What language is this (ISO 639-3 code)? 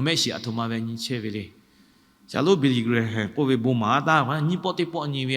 lhu